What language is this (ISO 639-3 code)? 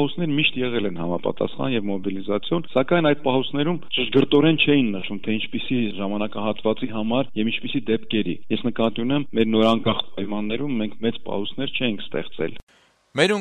hye